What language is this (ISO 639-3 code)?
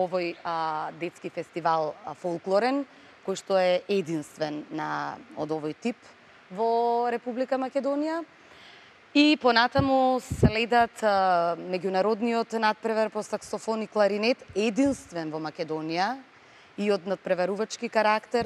mkd